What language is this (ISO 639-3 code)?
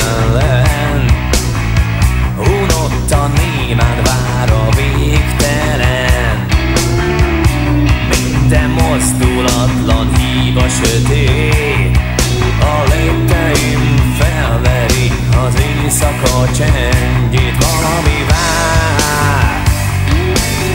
hun